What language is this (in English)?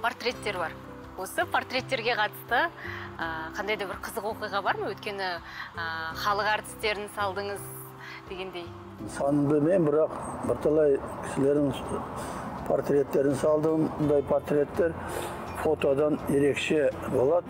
Kazakh